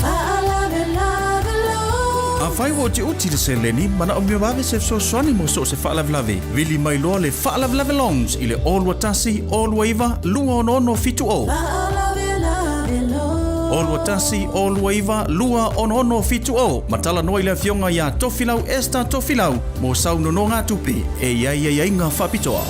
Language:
Samoan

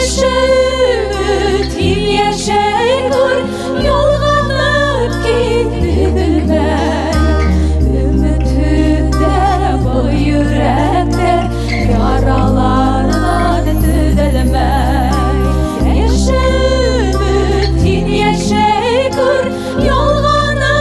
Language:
Bashkir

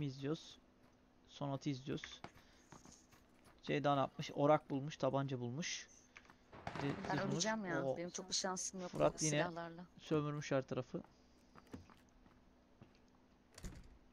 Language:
Turkish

